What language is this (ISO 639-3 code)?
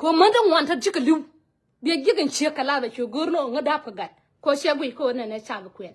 nus